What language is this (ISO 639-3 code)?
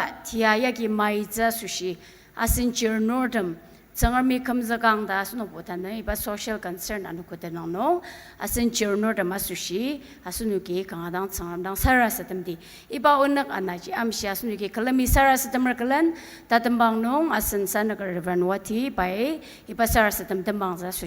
njo